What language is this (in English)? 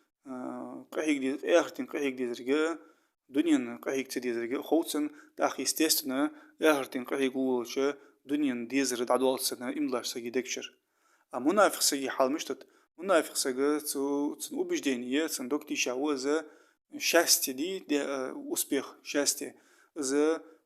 Ingush